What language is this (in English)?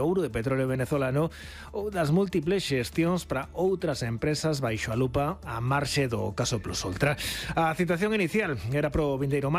Galician